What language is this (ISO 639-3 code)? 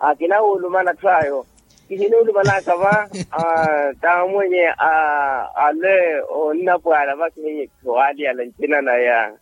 vmw